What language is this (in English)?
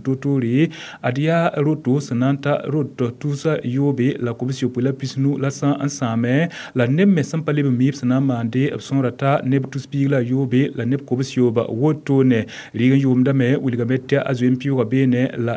Mossi